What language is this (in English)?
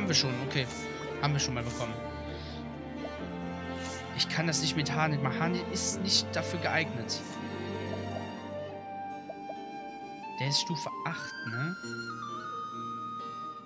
German